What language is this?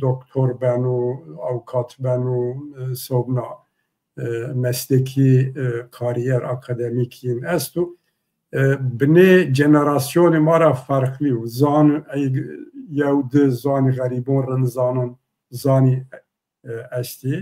Zaza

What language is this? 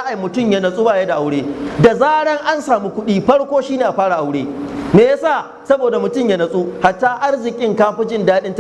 Hausa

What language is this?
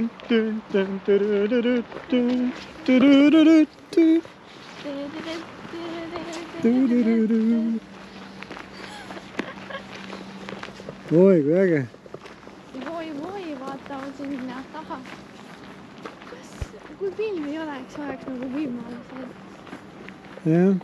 Estonian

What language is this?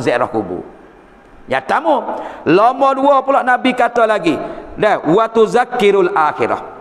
Malay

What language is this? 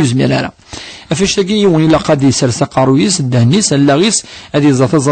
Kabyle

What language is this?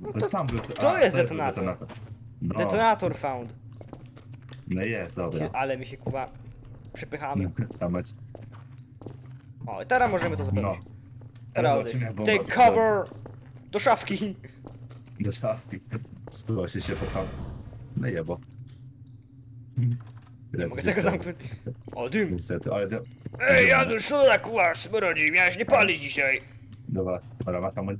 Polish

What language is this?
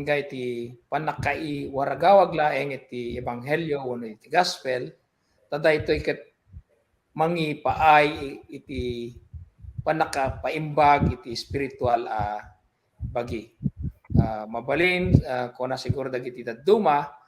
Iloko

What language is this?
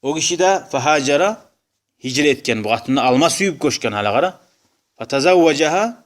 Kumyk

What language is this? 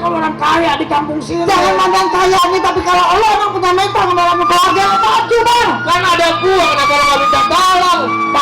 Betawi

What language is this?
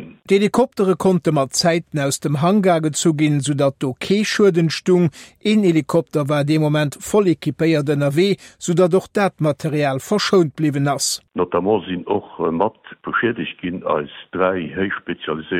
Luxembourgish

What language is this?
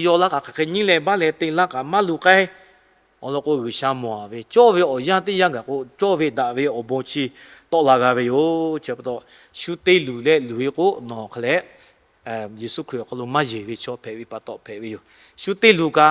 Lahu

